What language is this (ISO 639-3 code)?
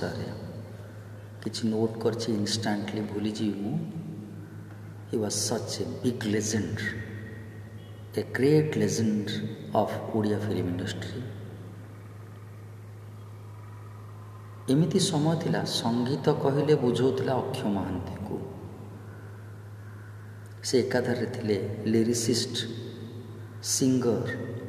ori